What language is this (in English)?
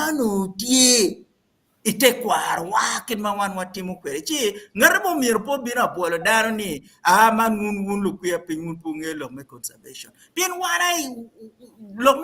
Acoli